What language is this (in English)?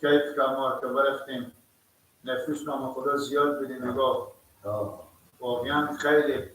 Persian